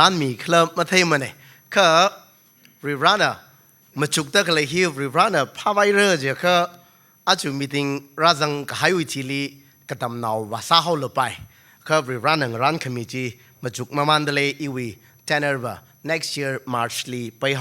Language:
Tangkhul Naga (India)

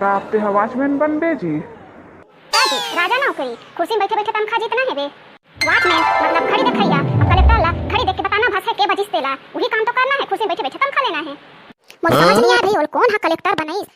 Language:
Chhattisgarhi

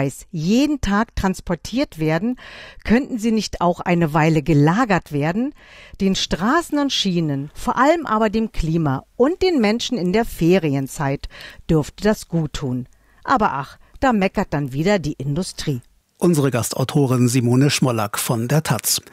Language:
German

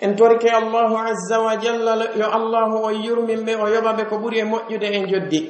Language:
Pular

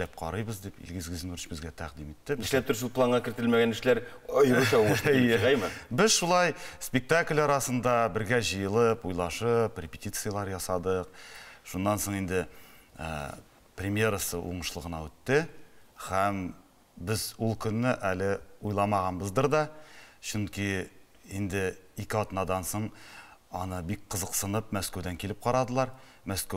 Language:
Tatar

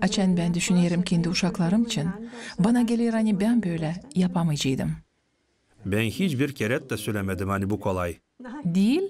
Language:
Gagauz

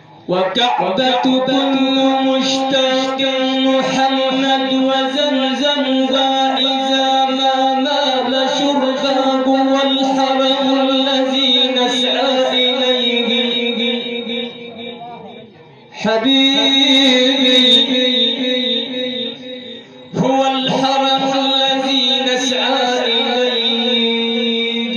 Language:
Arabic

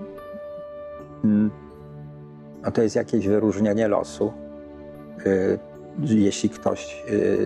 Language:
Polish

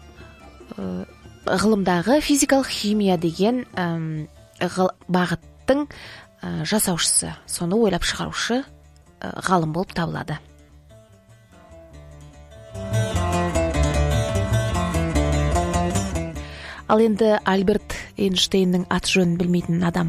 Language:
Kazakh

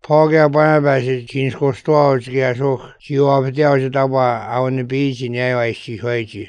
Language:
Serbian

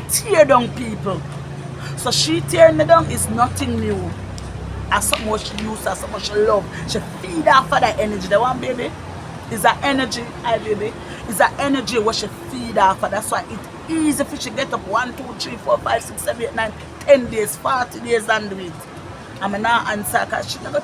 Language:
Jamaican Creole English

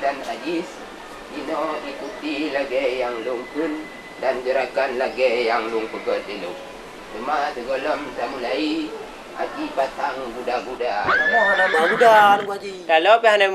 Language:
Achinese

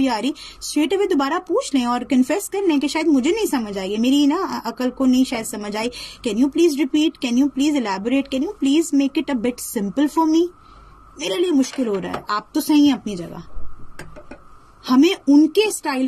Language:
Urdu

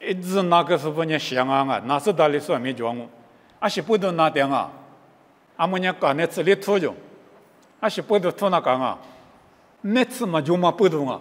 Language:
Lisu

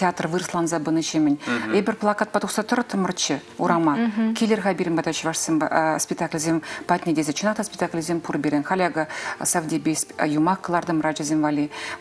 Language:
Chuvash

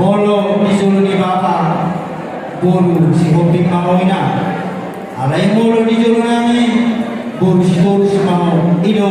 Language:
Batak Toba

